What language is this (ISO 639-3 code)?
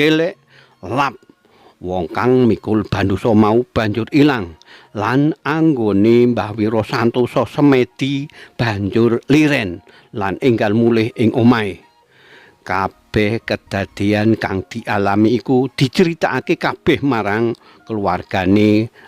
jav